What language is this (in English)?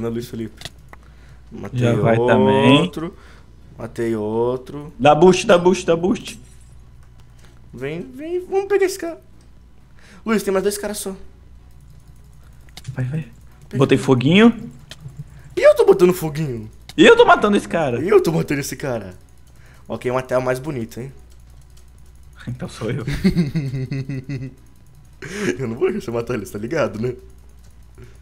Portuguese